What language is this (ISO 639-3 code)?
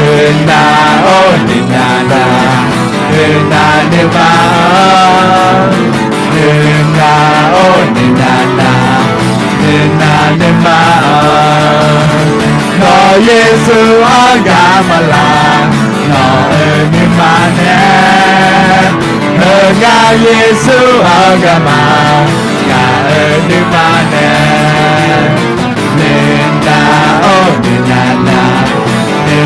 ahk